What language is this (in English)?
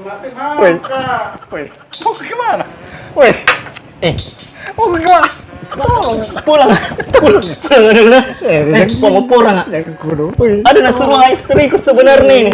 Makassar Malay